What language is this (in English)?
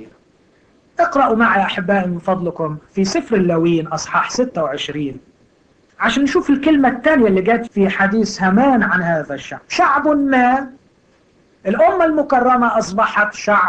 Egyptian Arabic